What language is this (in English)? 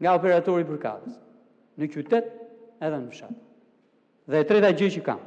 Albanian